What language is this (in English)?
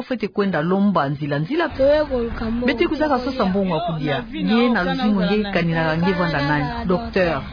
Kituba (Democratic Republic of Congo)